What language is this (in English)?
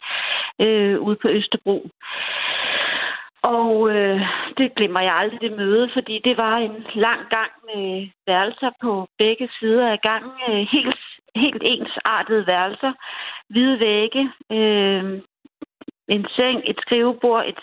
Danish